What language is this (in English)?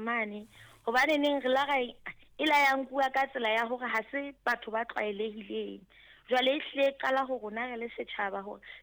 Southern Sotho